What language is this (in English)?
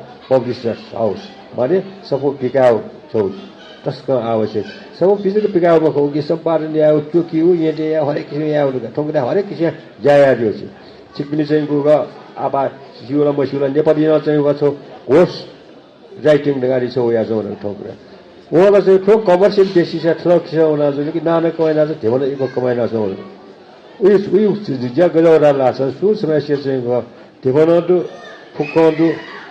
Newari